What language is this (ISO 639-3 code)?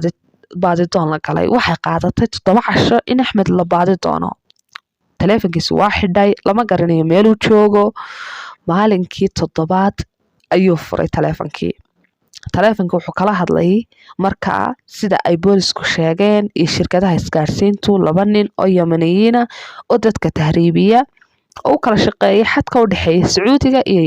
som